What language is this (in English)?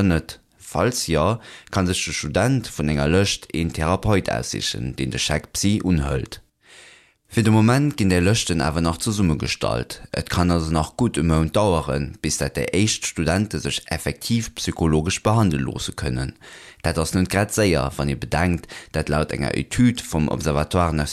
Luxembourgish